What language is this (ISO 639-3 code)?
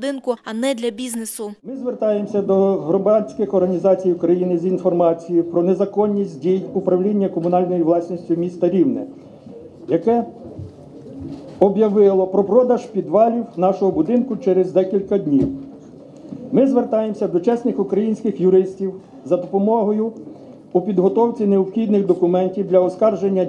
ukr